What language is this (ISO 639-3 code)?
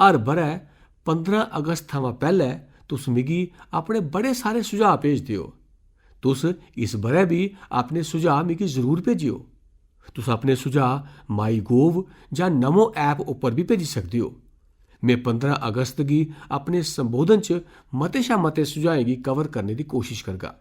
doi